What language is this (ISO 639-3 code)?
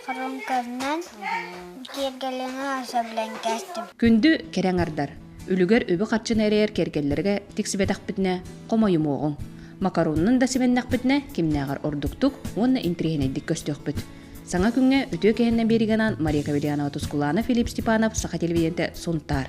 sah